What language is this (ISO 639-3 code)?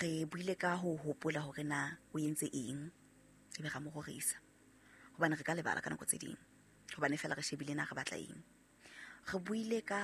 sot